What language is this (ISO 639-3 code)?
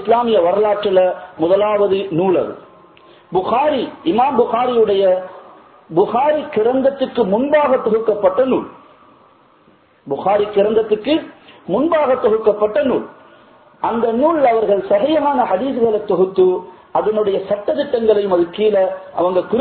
tam